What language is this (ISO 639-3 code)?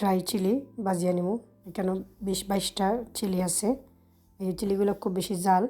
syl